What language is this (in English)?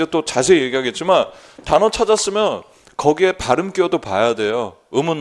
Korean